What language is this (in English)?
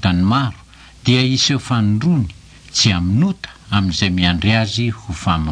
Malagasy